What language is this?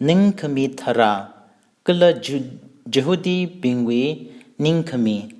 Tangkhul Naga (India)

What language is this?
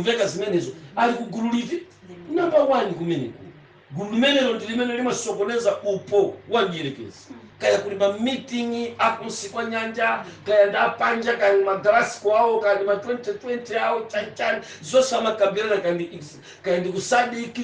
Nyanja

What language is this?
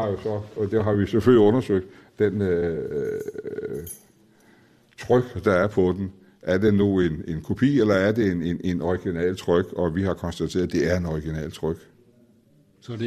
Danish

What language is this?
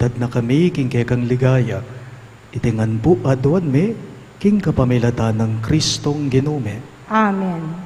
Pampanga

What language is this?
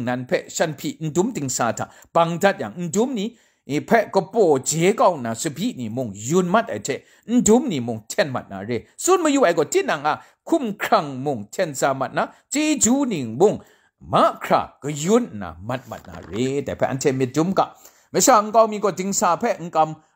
Kachin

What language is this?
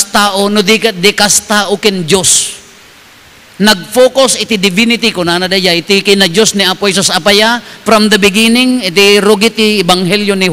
Iloko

